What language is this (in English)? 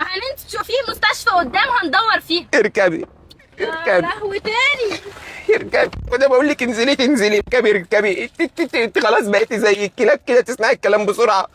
Egyptian Arabic